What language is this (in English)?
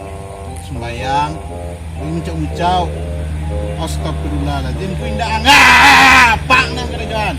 Minangkabau